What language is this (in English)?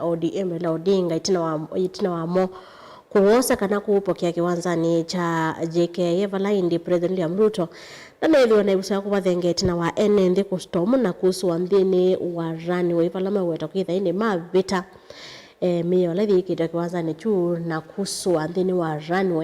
Kamba